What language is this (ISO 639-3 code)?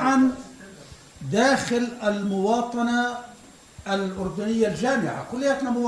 apc